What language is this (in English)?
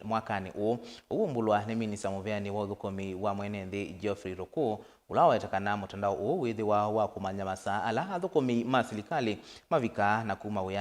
Kamba